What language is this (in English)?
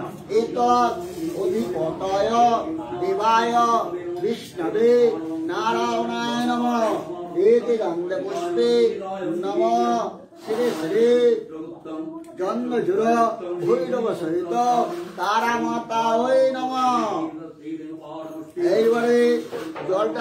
Bangla